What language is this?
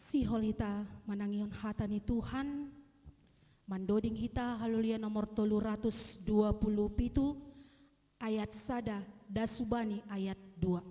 Batak Simalungun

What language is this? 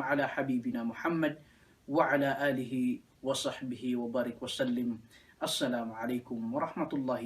Maranao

